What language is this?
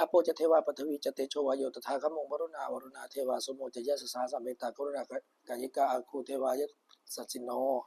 Pali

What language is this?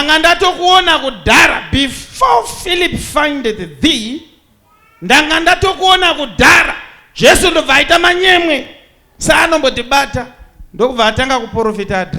Shona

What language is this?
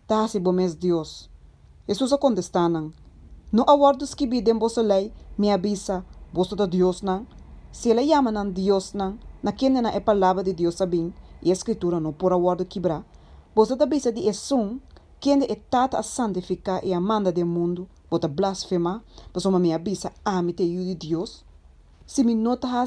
Papiamento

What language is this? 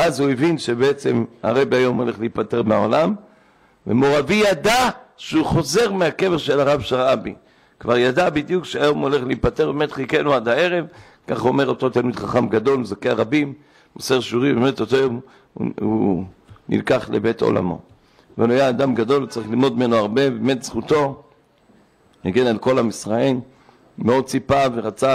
Hebrew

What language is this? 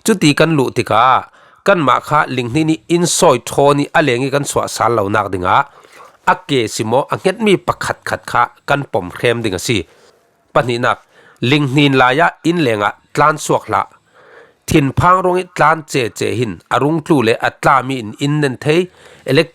Falam Chin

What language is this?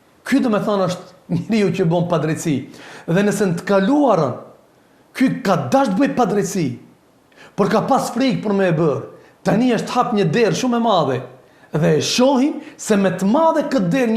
Albanian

